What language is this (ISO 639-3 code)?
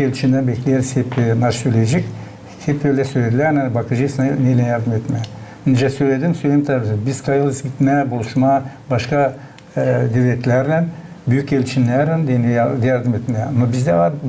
gag